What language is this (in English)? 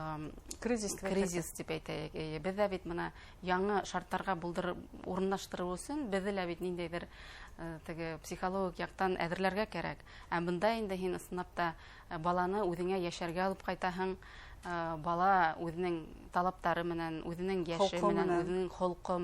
Bashkir